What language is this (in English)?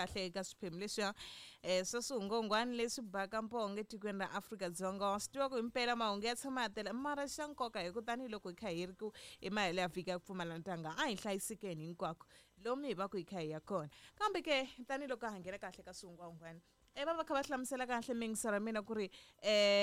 Tsonga